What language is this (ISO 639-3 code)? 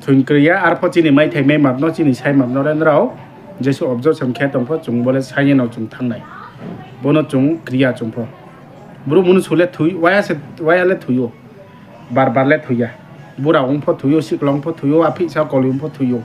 ria